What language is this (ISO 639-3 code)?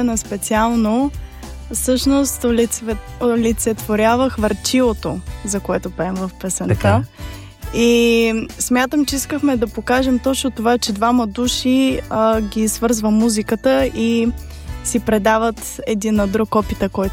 bul